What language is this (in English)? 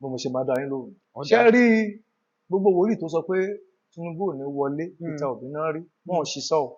Yoruba